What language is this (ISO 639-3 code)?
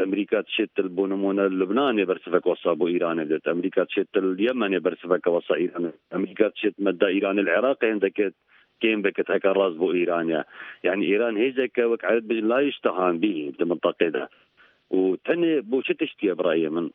ckb